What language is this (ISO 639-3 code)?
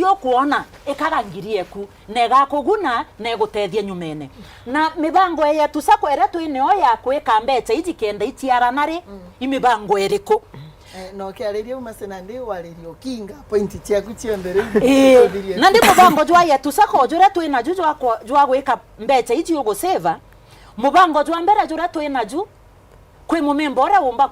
mer